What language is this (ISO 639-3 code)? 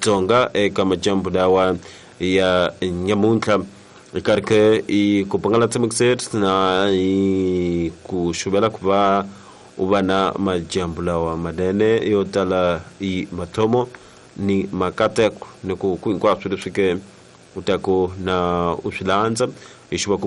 tso